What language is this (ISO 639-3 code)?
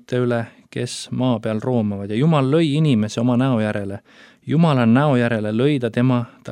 est